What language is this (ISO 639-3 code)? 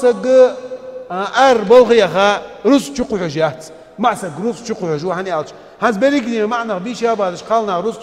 inh